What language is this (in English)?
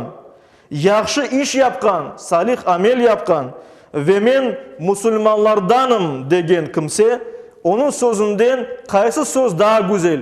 Crimean Tatar